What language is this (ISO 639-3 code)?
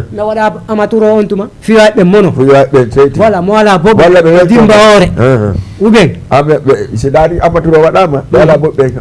ful